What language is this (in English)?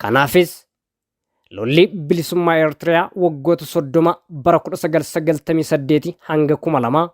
Oromo